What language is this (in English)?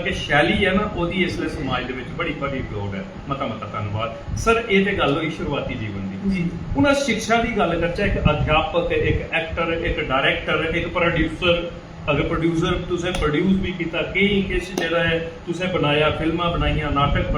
Dogri